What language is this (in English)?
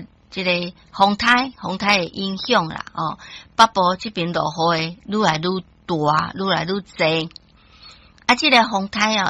Min Nan Chinese